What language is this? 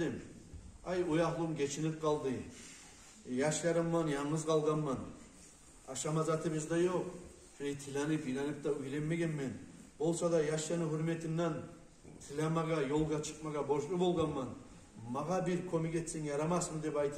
Kumyk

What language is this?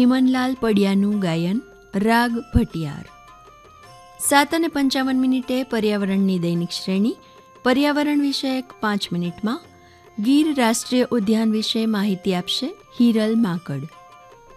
Gujarati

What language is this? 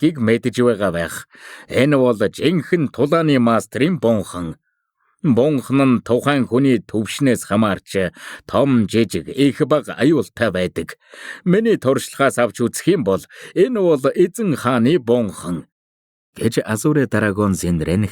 Mongolian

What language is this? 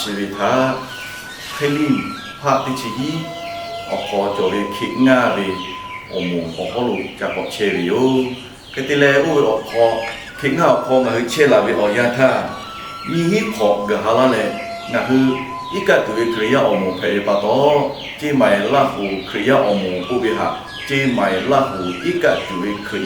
Lahu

